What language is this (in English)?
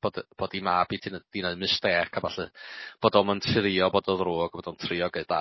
Welsh